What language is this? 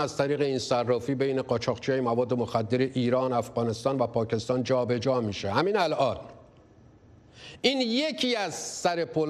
Persian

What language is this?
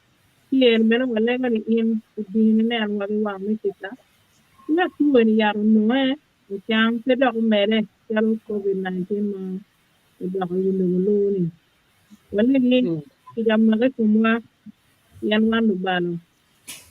Acoli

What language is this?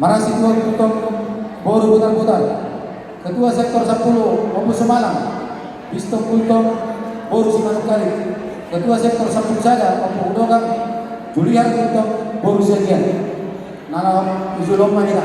Batak Toba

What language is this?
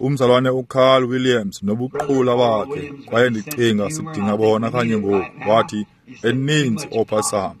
Xhosa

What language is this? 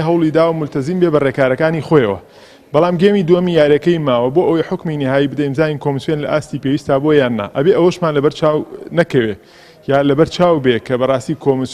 Central Kurdish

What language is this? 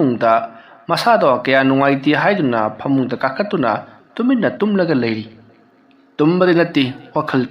Manipuri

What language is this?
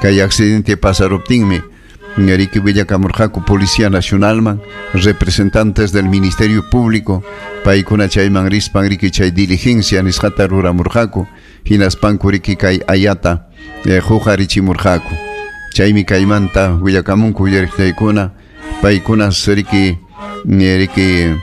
Ayacucho Quechua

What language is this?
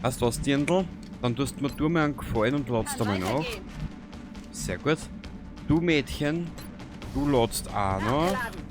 Bavarian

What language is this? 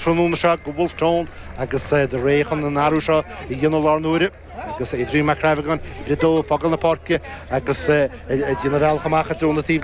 Irish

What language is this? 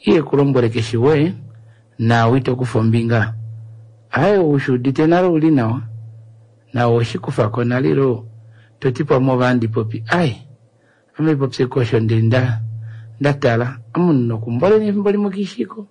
Kuanyama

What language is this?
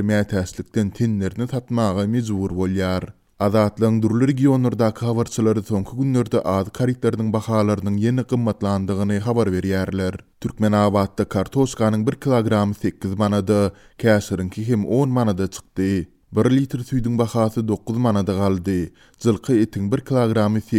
Turkmen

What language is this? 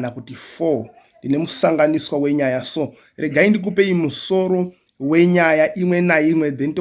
Shona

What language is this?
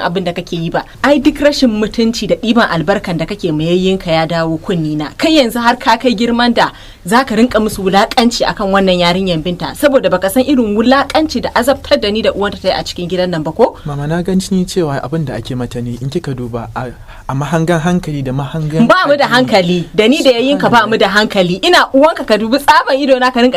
Hausa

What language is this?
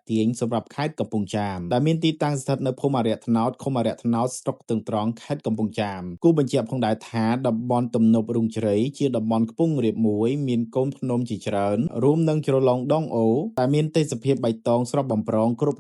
Khmer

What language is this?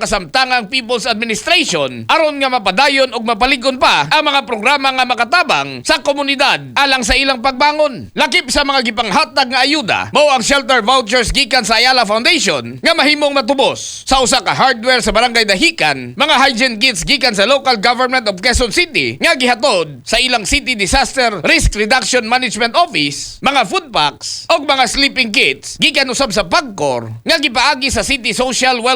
Cebuano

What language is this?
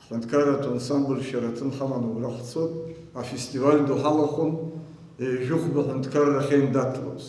Abkhazian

